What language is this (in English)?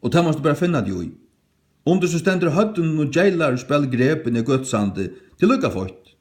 Faroese